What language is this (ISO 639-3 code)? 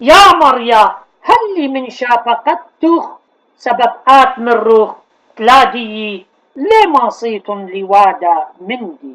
aii